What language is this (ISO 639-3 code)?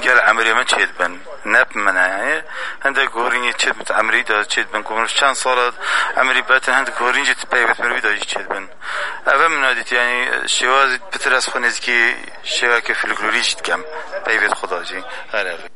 kur